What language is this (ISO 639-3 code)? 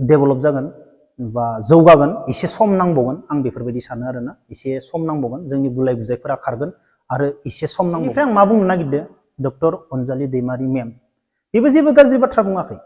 brx